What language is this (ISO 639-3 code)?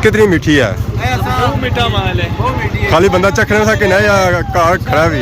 phr